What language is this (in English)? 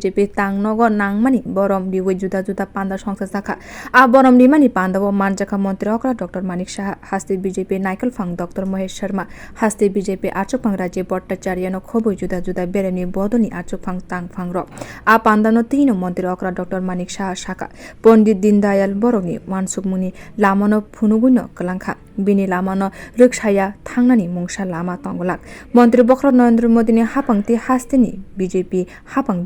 Kok Borok